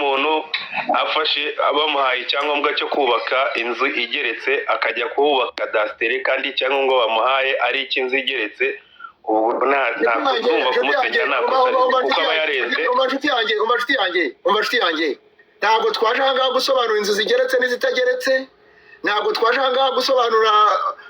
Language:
Kinyarwanda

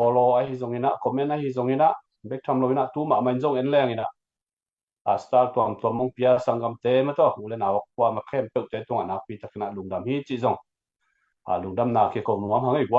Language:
Tedim Chin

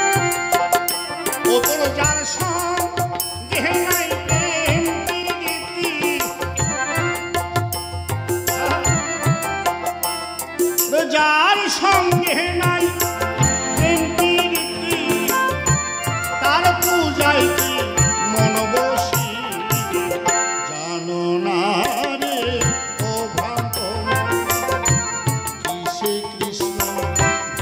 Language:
Bangla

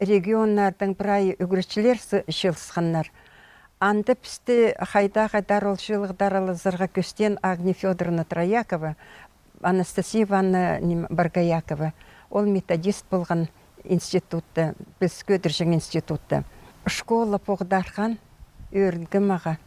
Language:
Khakas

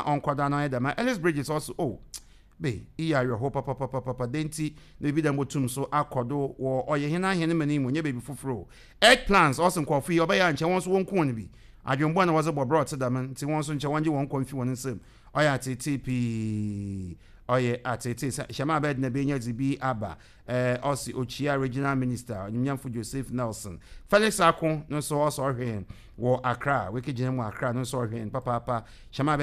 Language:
Akan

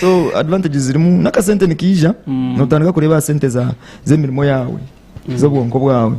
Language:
Nyankole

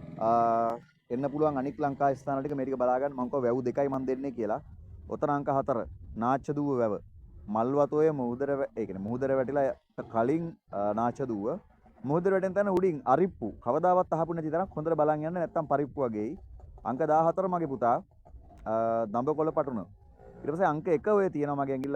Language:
Sinhala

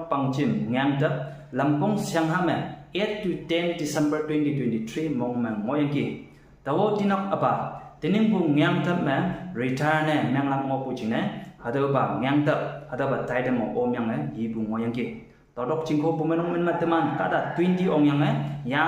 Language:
Konyak Naga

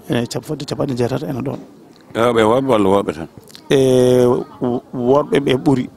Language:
Fula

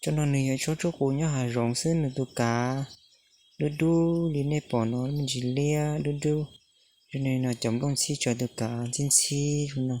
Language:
Hmong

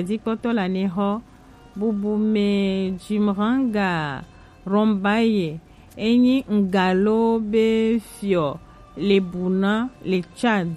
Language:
Gen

